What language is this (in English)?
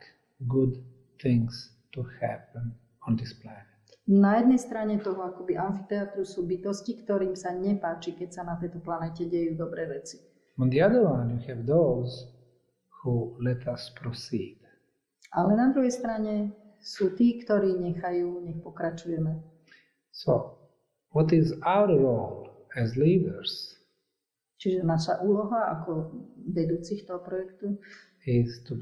Slovak